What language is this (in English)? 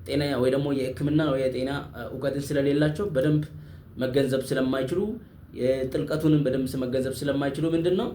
Amharic